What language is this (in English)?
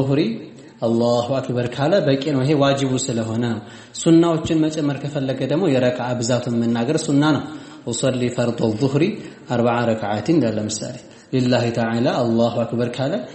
Amharic